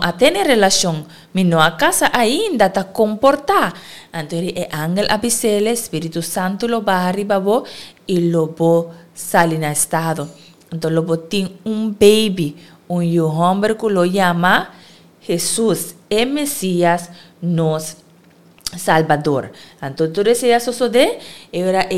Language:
Papiamento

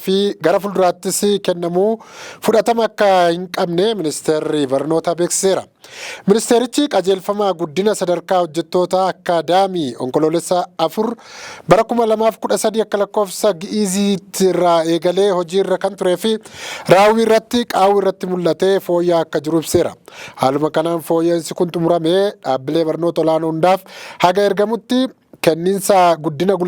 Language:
Oromo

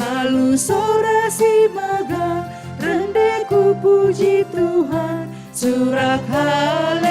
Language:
Batak Karo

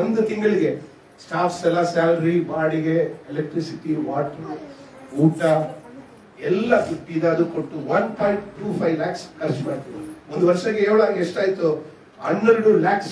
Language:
Kannada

